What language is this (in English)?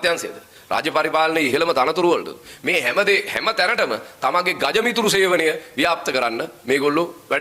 Sinhala